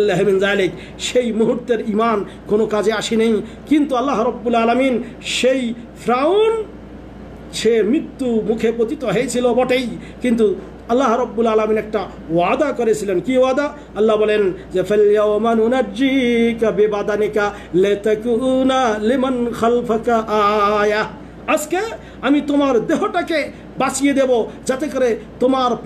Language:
Bangla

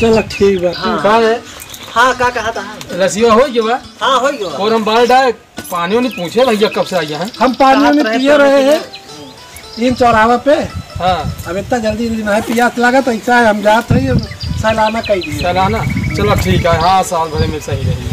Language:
Awadhi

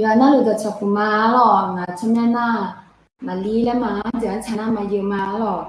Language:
Akha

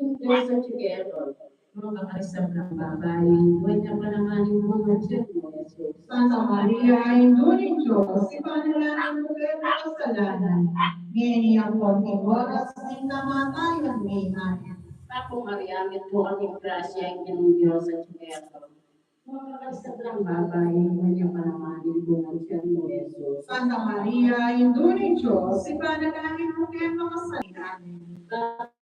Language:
Pampanga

